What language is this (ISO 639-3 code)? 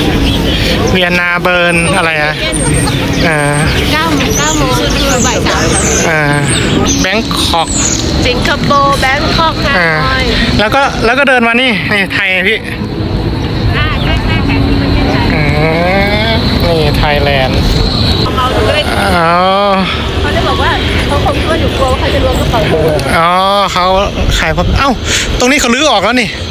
tha